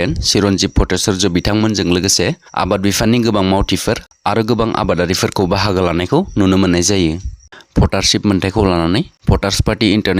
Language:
Bodo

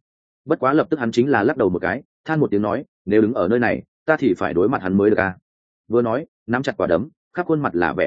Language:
Vietnamese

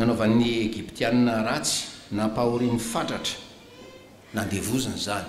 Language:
Malagasy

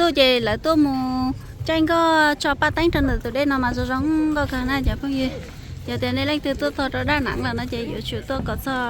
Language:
Hmong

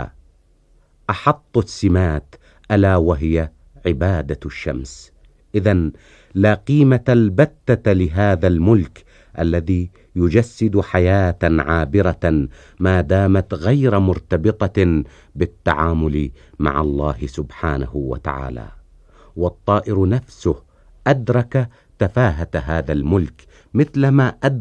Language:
Arabic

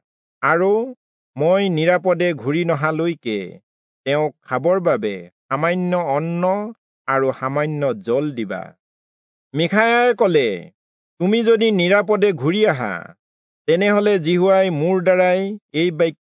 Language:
Assamese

